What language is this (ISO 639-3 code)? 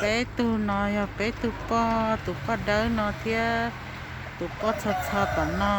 hmn